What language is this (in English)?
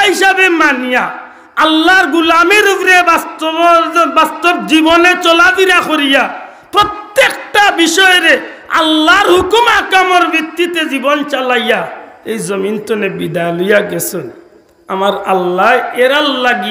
Sylheti